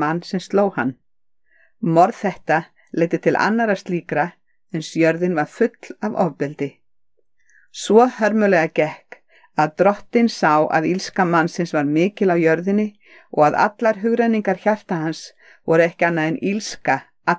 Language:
Icelandic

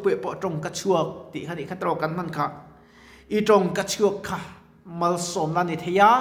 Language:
Mizo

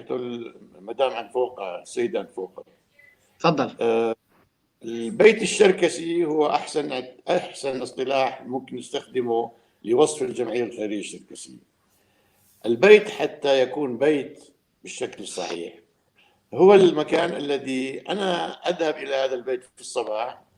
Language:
North Levantine Arabic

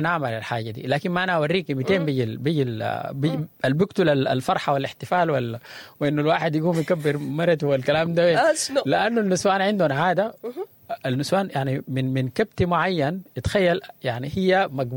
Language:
Sudanese Arabic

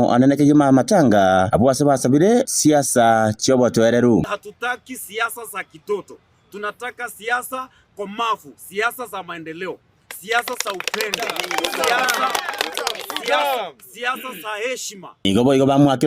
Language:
Gusii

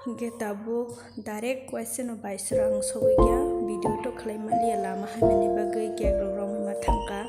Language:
Kok Borok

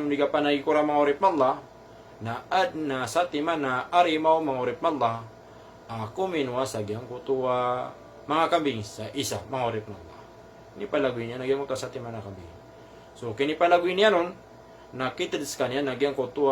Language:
Maranao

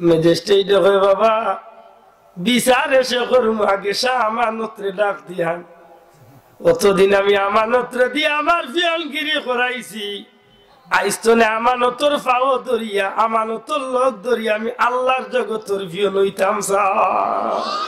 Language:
Sylheti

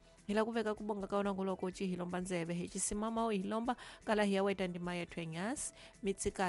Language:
Tsonga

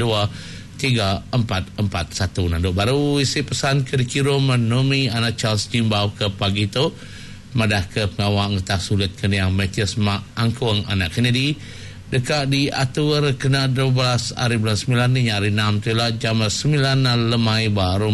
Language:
Iban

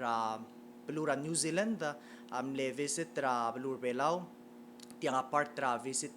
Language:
Palauan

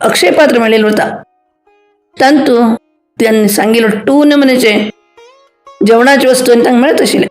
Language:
Konkani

